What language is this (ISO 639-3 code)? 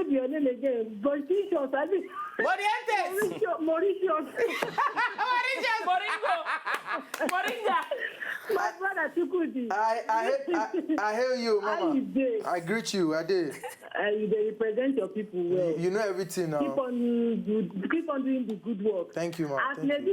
pcm